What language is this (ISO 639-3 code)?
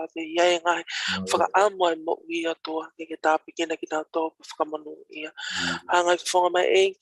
ton